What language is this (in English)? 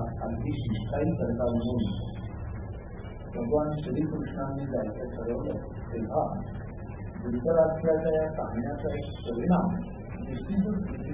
Marathi